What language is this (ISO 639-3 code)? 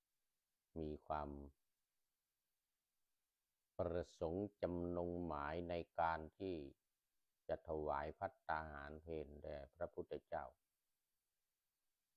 tha